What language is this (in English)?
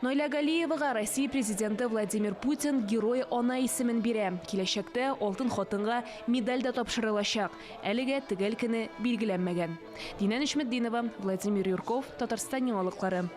Tatar